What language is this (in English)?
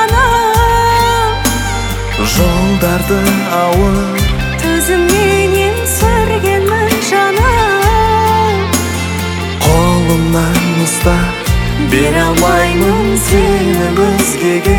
Kazakh